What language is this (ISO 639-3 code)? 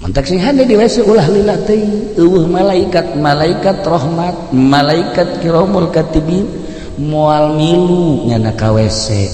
sun